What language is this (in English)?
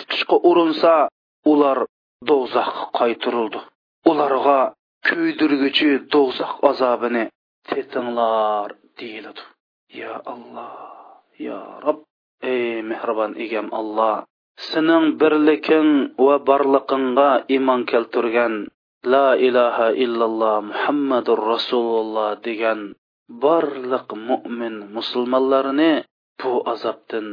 Uyghur